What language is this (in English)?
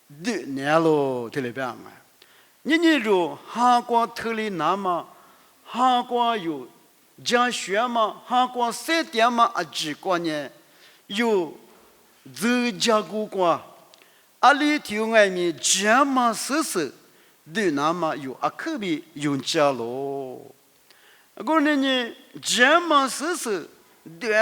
Lisu